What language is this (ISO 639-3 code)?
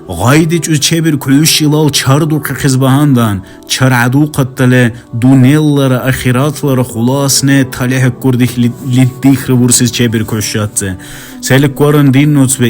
dar